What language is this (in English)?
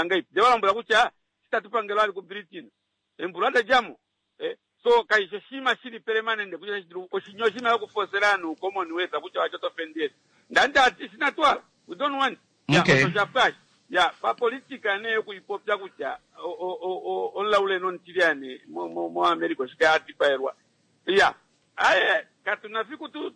Kuanyama